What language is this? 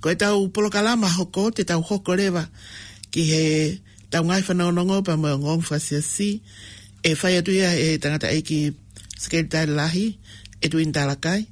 Tongan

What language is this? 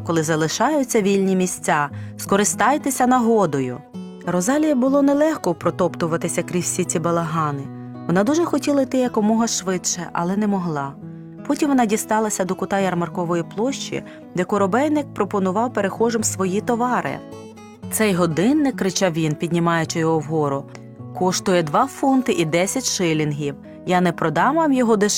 Ukrainian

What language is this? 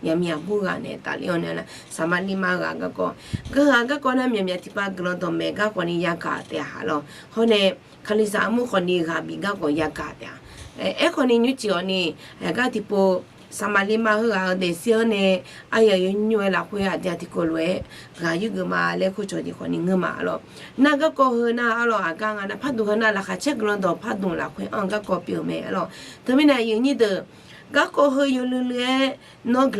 Akha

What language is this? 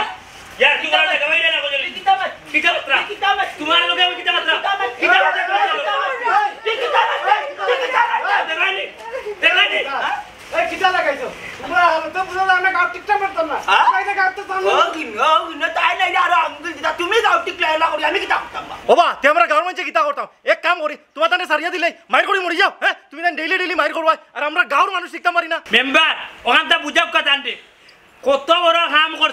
Sylheti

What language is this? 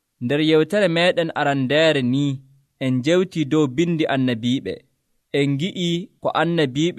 Nigerian Fulfulde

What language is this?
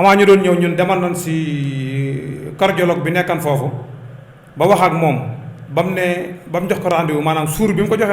Wolof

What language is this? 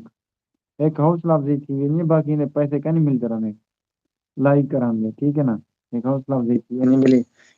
Saraiki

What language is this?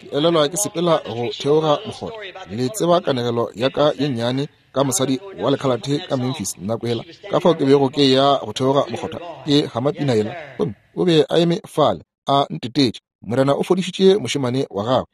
Northern Sotho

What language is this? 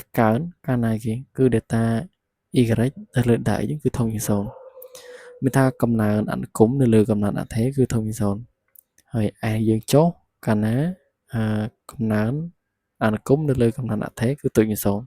Khmer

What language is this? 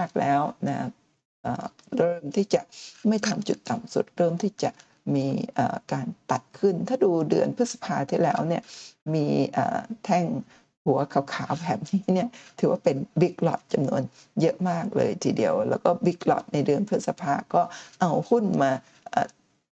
Thai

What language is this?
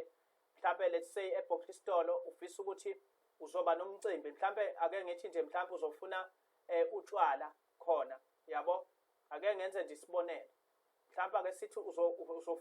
Zulu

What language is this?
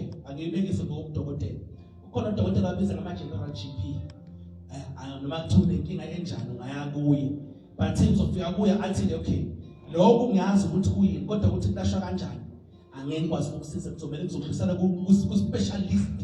Zulu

